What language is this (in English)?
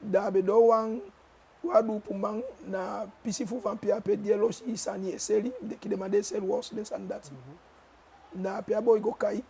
Eastern Maroon Creole